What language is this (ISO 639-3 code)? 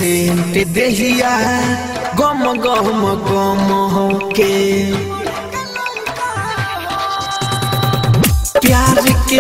bho